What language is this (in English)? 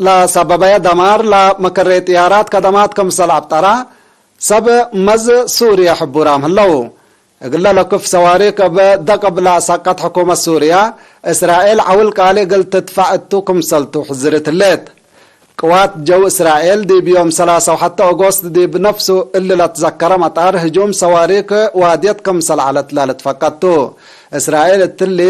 Tigre